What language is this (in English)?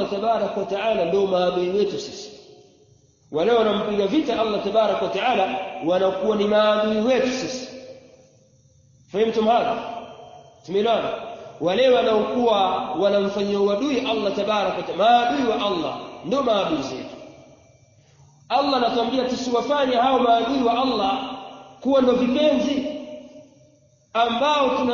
Swahili